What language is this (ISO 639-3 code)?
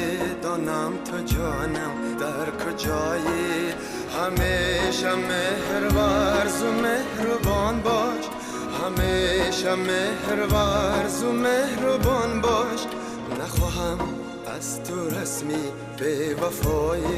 tgk